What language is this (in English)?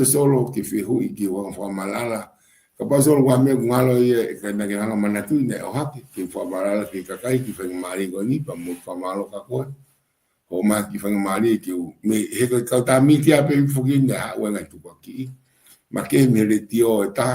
Tongan